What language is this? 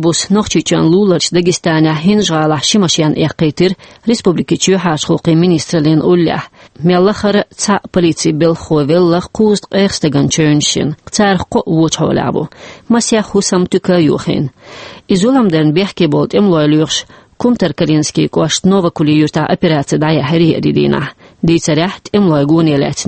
Chechen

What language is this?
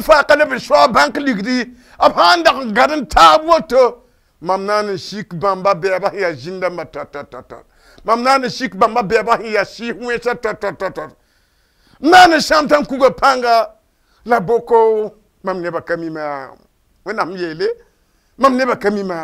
Mossi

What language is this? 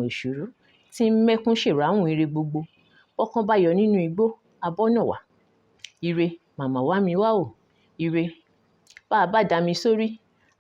Yoruba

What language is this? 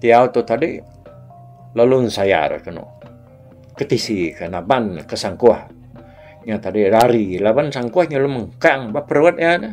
Iban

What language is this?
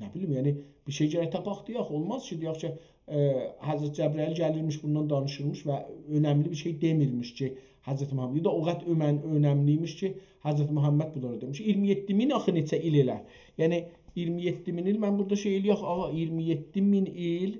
South Azerbaijani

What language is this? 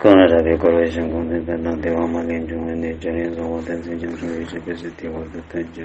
Tibetan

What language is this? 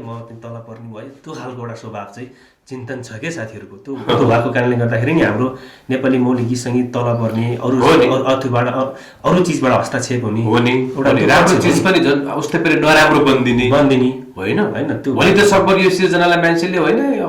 Nepali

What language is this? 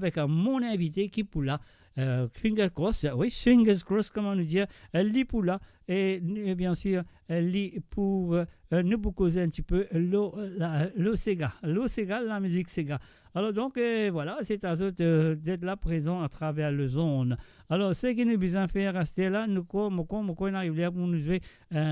Morisyen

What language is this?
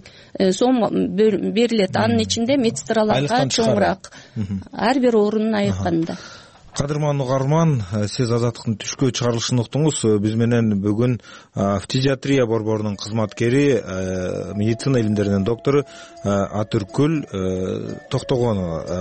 Kyrgyz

